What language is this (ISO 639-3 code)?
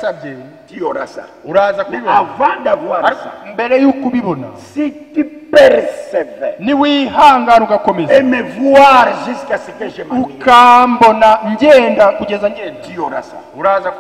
kin